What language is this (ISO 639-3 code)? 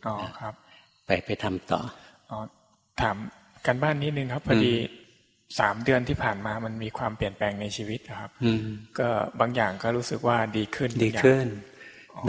tha